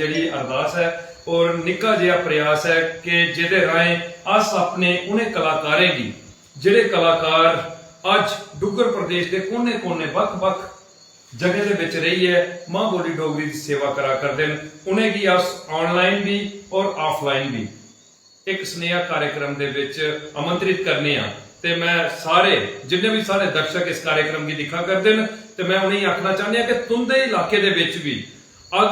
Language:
Dogri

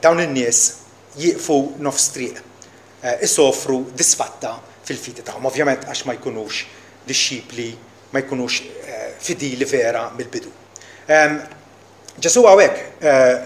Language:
Maltese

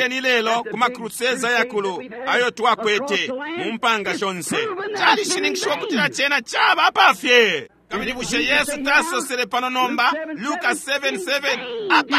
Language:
Bemba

